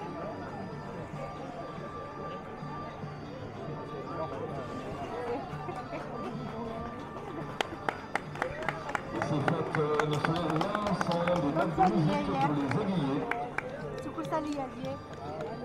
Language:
French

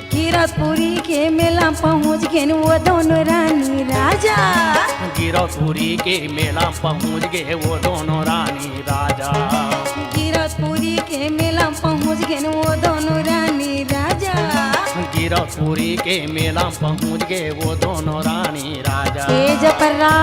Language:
Chhattisgarhi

